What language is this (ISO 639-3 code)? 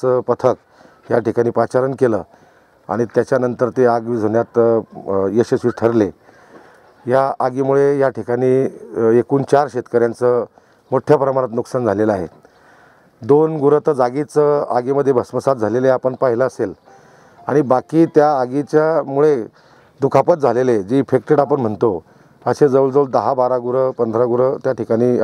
mar